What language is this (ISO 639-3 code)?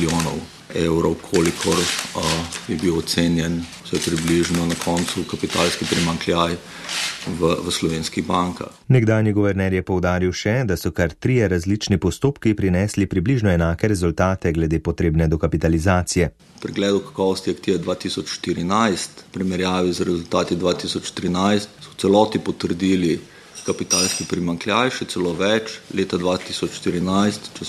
slv